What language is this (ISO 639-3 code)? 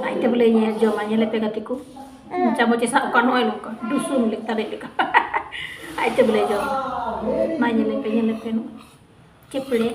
sat